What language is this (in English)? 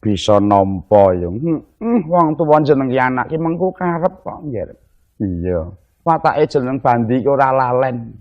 Javanese